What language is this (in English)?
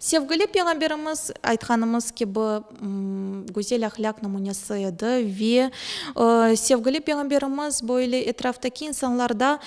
Crimean Tatar